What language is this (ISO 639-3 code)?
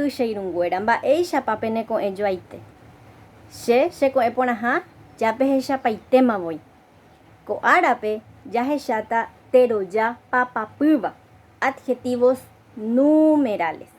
grn